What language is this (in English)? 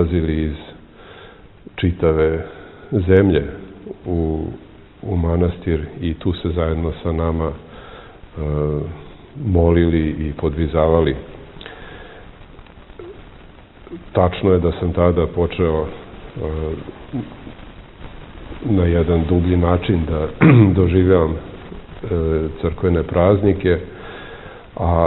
Serbian